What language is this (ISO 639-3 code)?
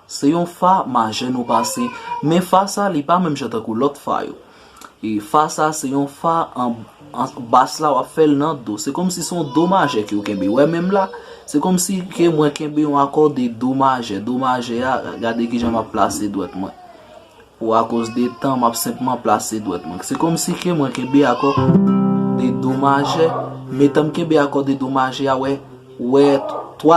hat